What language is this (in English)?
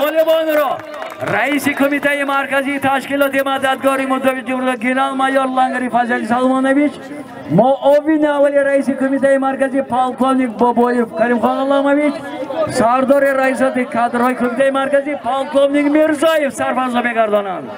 Tajik